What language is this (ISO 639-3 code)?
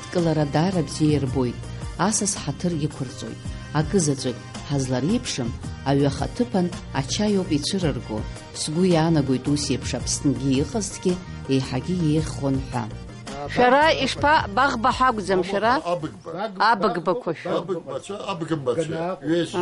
abk